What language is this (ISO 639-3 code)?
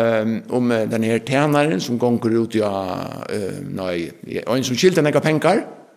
fao